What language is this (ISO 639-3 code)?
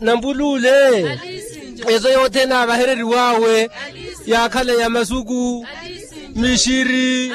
vmw